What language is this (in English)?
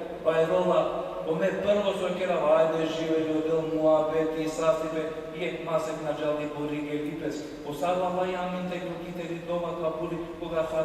Balkan Romani